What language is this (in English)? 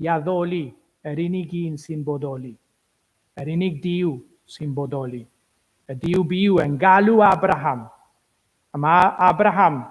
Welsh